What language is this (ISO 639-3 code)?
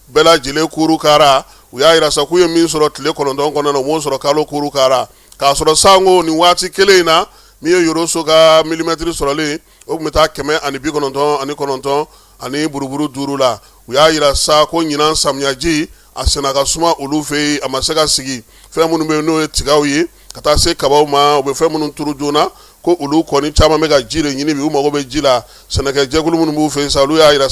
bam